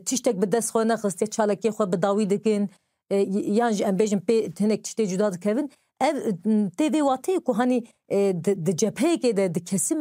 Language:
Kurdish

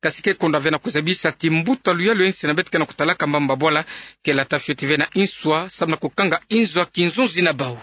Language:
Kituba (Democratic Republic of Congo)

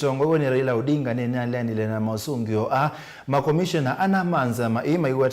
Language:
Kamba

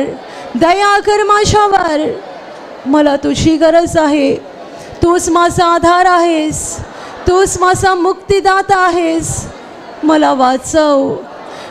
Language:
Marathi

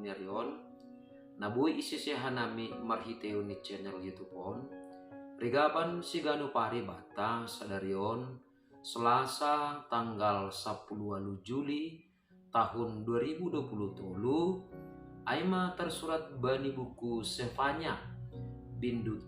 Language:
Batak Simalungun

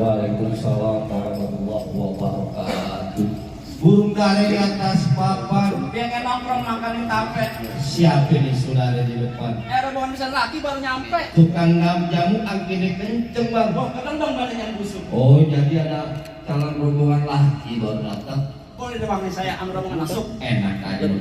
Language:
Betawi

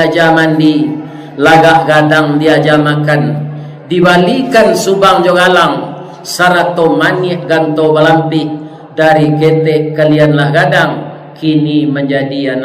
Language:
Minangkabau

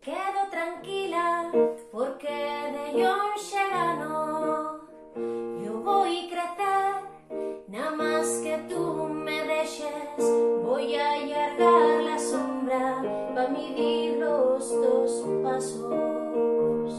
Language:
Asturian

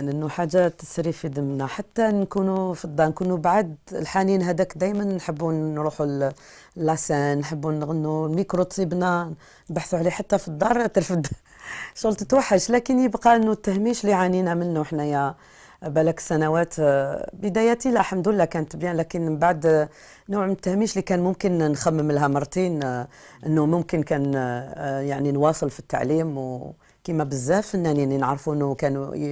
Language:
Algerian Arabic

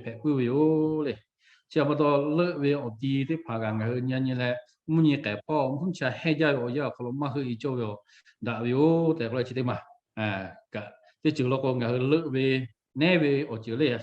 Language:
Lahu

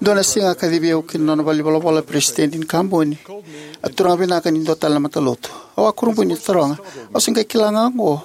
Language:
Fijian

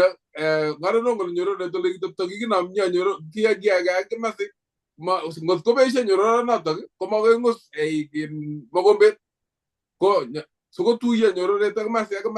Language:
Kalenjin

